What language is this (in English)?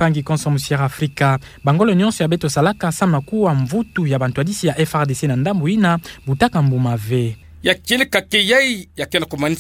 Kituba (Democratic Republic of Congo)